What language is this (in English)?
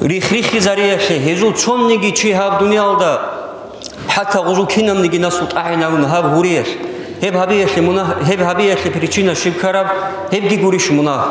Avaric